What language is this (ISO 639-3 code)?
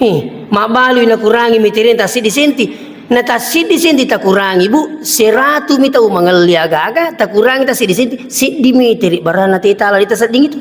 bug